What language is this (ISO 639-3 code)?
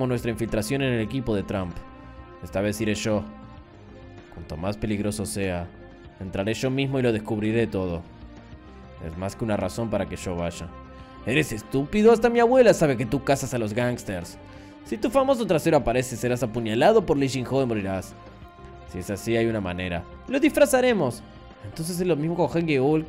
spa